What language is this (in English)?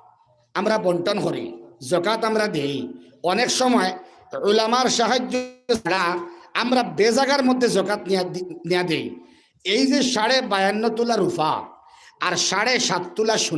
Sylheti